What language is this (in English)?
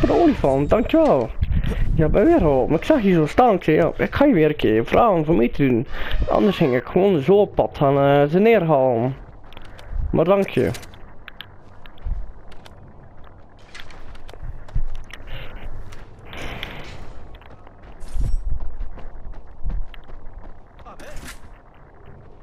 Dutch